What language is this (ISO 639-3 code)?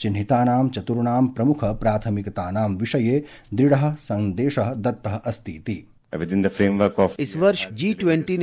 san